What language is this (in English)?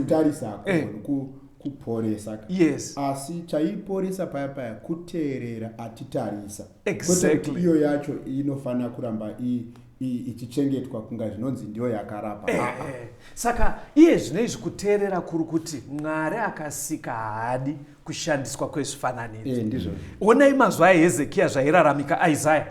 Shona